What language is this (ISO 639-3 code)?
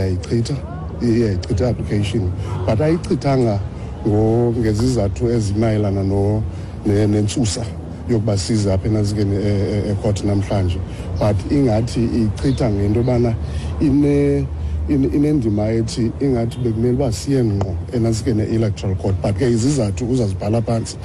xho